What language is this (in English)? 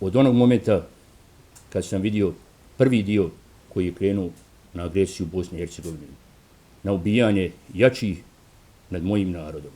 Bosnian